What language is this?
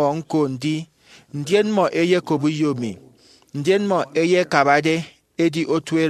Efik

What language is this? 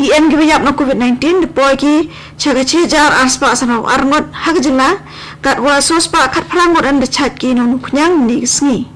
Khasi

